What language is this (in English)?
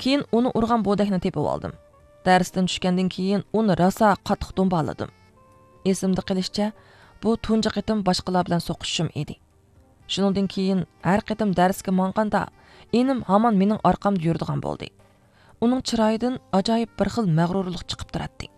Uyghur